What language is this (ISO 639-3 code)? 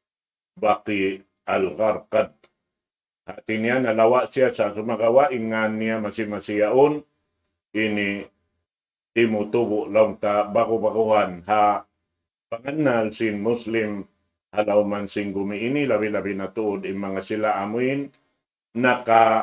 tsg